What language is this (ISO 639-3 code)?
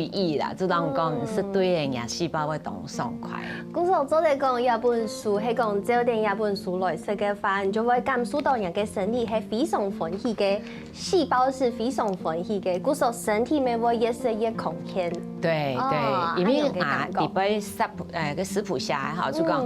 hak